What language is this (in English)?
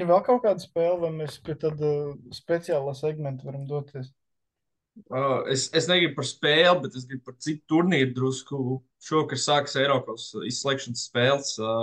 Latvian